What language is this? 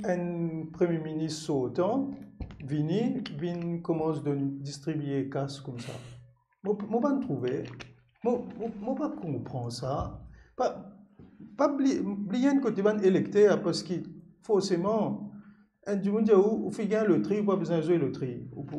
Morisyen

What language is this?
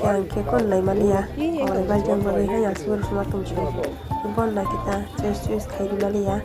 Kok Borok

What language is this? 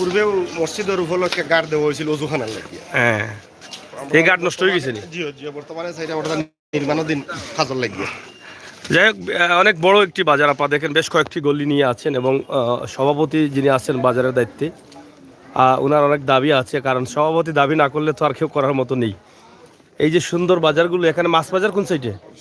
Sylheti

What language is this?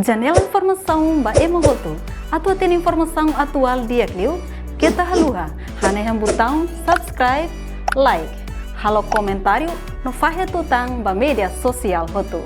Tetum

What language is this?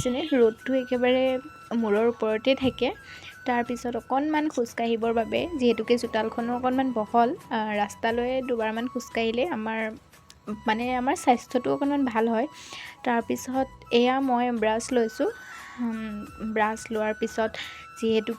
Assamese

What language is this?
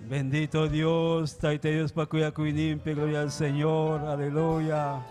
Ayacucho Quechua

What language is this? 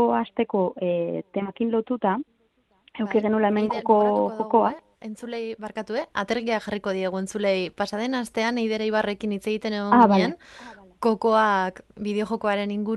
Basque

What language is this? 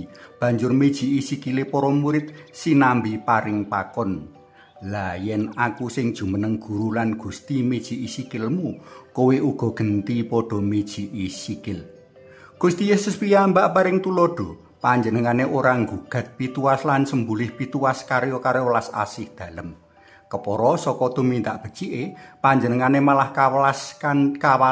Javanese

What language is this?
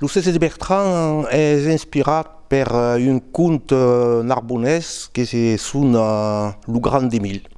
Occitan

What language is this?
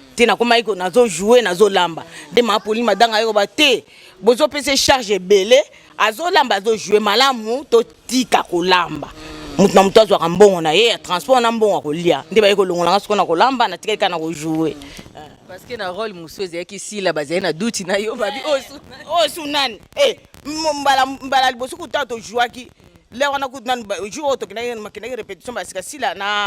Lingala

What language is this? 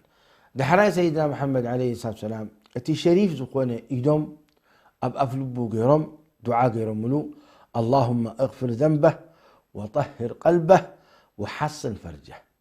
Tigrinya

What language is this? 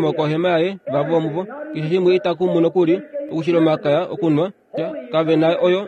Kuanyama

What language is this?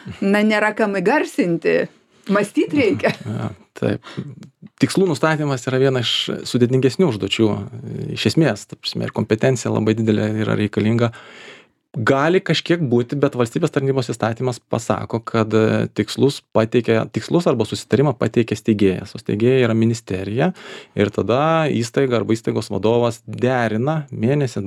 Lithuanian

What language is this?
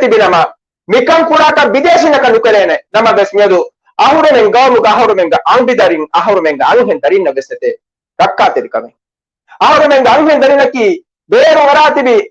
Divehi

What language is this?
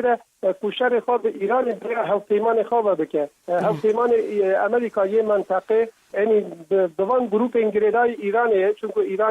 Kurdish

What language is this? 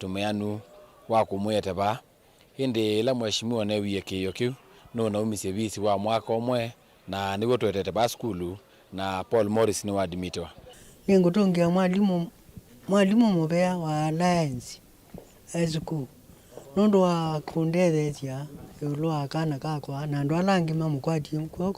Kamba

